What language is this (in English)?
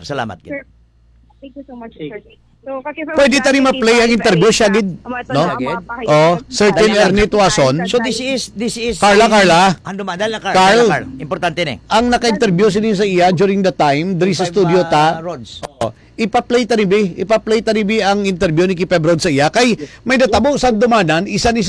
Hiligaynon